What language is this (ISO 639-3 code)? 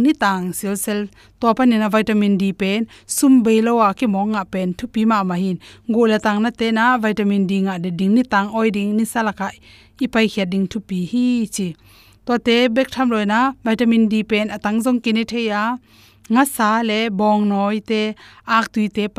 ctd